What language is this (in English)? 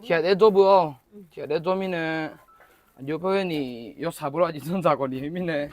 Akha